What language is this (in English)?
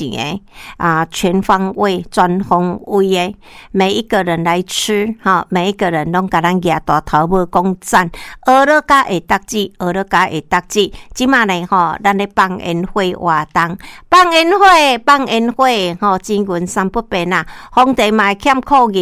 Min Nan Chinese